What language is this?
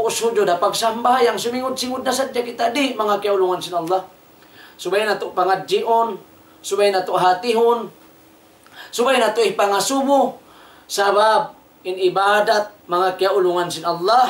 Tausug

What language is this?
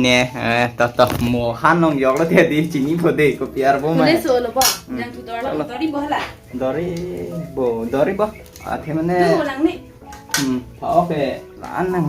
Karbi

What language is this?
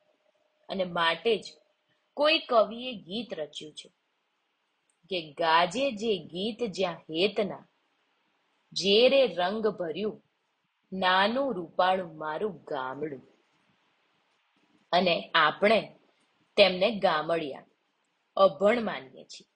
Gujarati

